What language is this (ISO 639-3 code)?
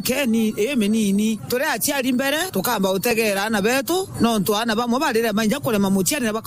mer